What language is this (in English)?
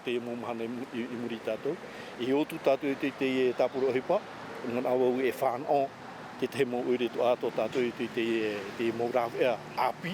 Tahitian